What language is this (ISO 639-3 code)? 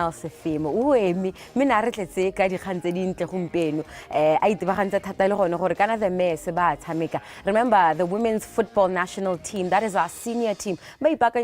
tsn